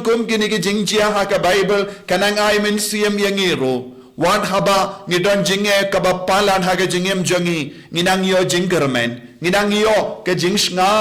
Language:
Khasi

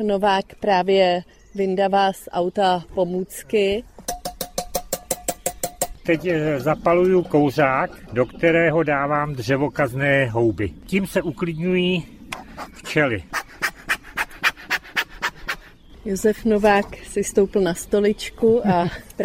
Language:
Czech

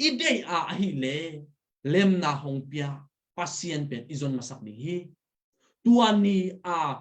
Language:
Tedim Chin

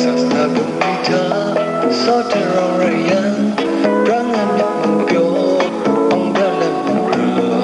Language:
Kachin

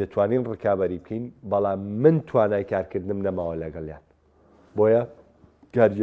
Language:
Central Kurdish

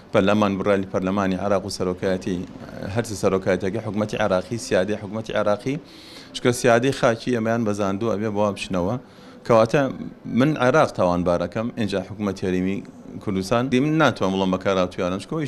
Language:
Central Kurdish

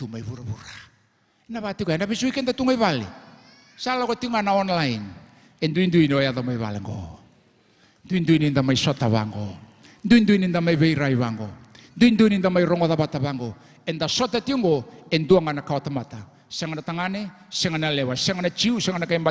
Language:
Fijian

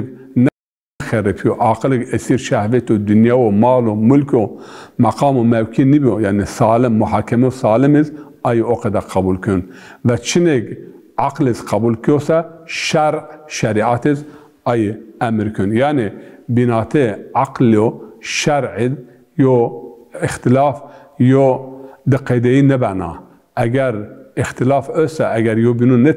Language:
Zaza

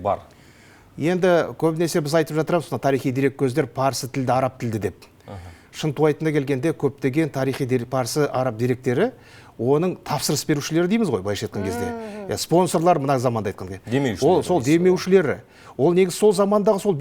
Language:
Kazakh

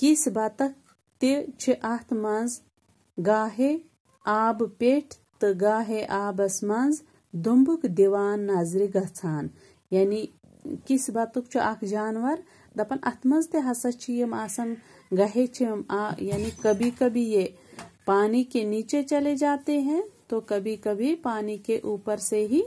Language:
Kashmiri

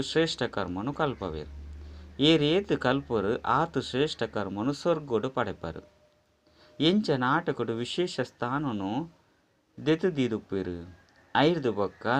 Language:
Tulu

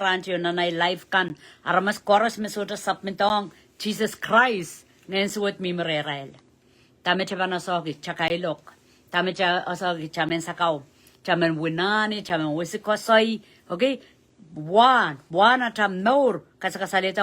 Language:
Pohnpeian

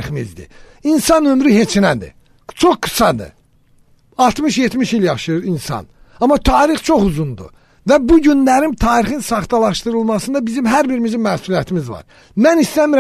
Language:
Azerbaijani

